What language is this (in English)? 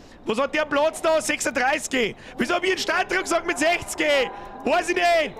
Bavarian